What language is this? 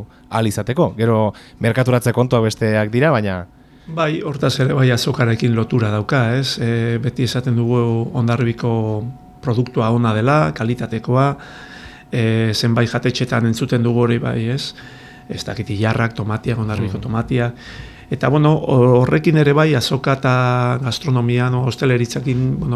Basque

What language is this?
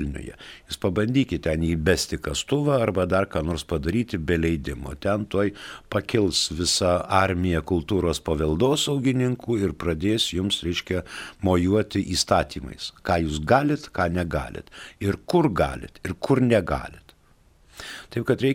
Lithuanian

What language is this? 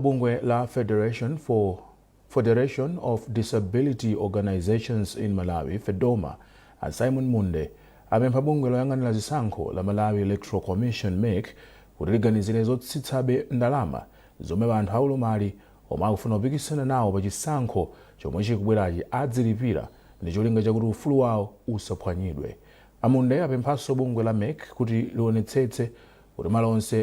Nyanja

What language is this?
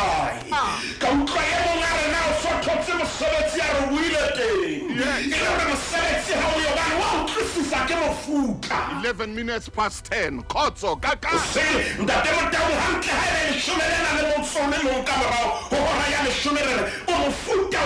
Southern Sotho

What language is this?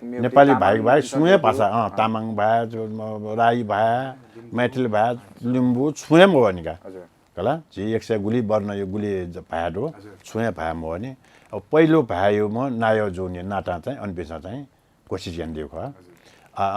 Newari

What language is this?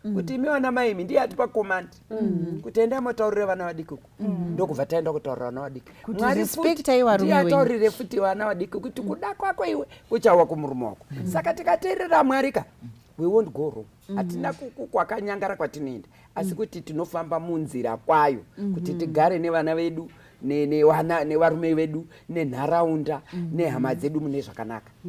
Shona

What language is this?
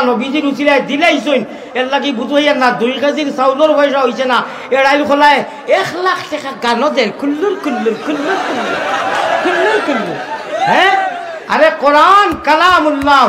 Sylheti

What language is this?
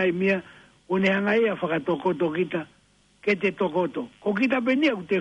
Tongan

